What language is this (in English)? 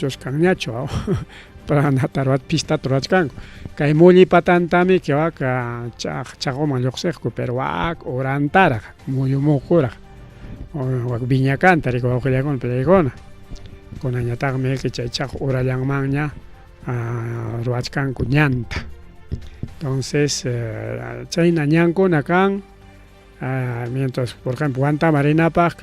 Ayacucho Quechua